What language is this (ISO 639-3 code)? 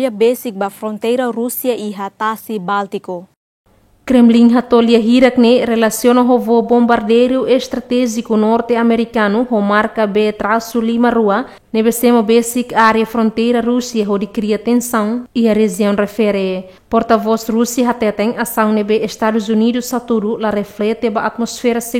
tet